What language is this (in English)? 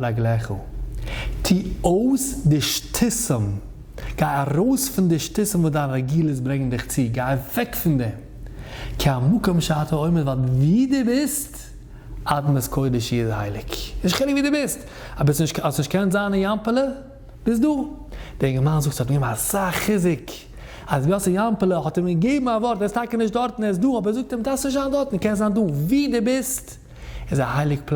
Yiddish